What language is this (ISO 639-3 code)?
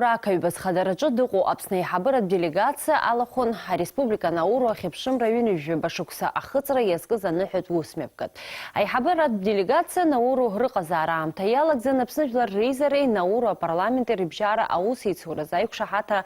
abk